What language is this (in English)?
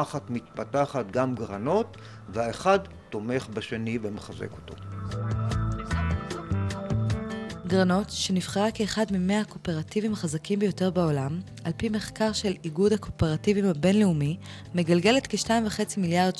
Hebrew